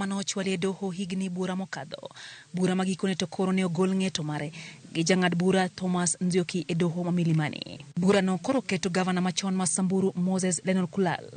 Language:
Luo (Kenya and Tanzania)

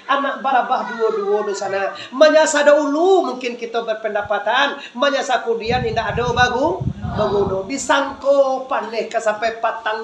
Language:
Minangkabau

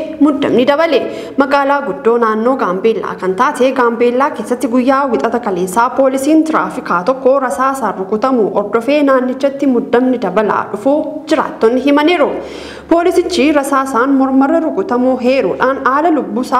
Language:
Oromo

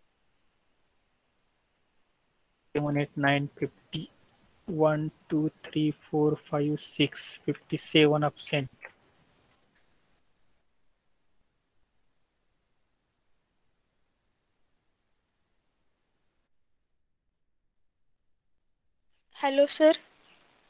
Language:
Marathi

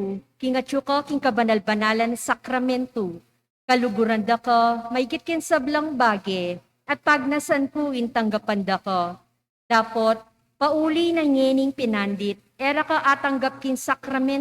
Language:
Pampanga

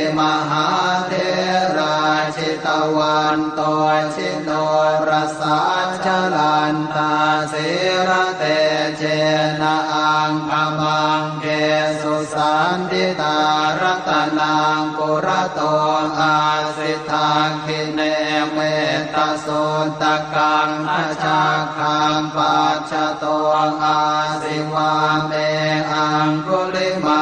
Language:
Pali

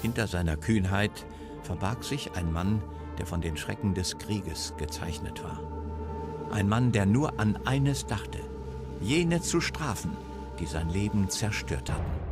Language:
Bavarian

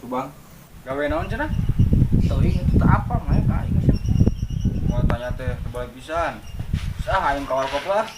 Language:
Sundanese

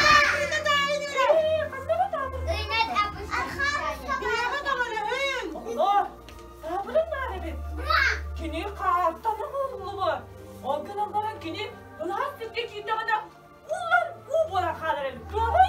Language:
Yakut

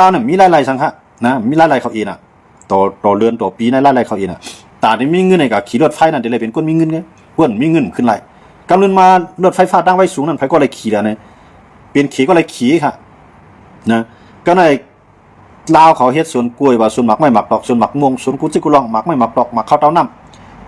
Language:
Shan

